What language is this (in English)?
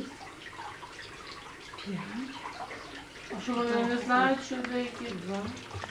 Ukrainian